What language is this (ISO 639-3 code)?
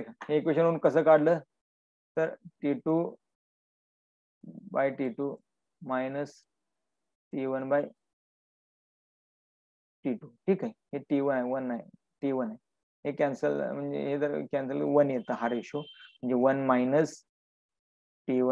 mar